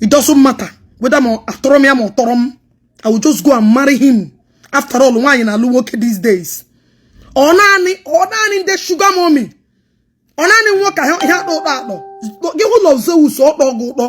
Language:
Igbo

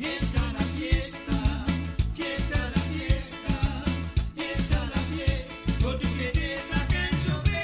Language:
Morisyen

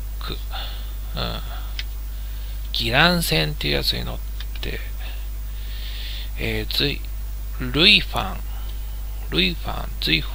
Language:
Japanese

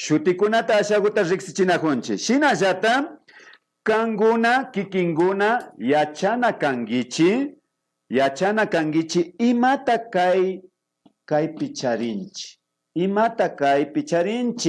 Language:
Imbabura Highland Quichua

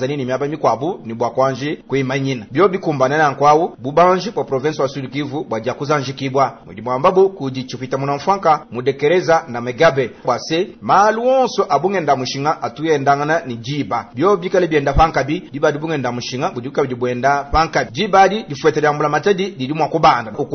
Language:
Luba-Lulua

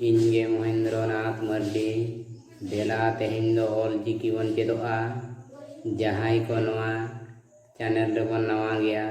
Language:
Santali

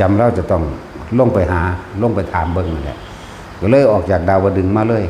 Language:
Northeastern Thai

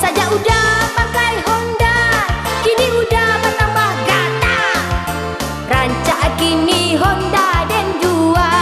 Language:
Minangkabau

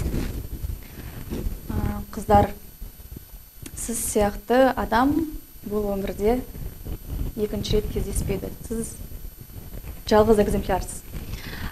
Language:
Kazakh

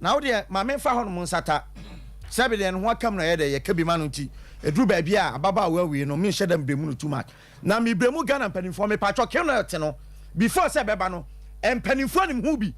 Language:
Akan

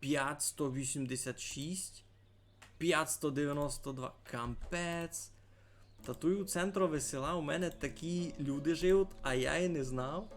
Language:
Rusyn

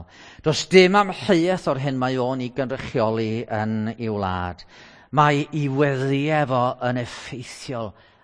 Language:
Welsh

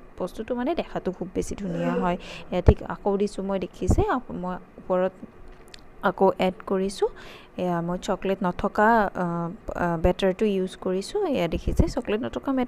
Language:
Assamese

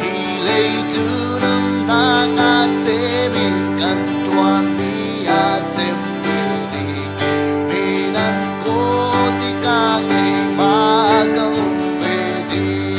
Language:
Falam Chin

